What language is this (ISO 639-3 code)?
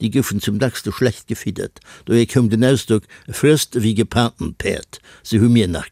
ltz